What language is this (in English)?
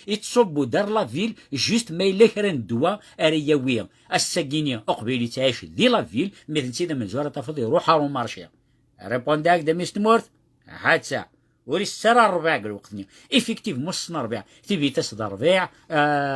Kabyle